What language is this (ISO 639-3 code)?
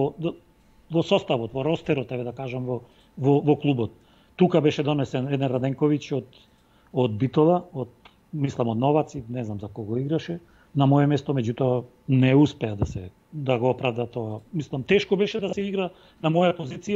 mkd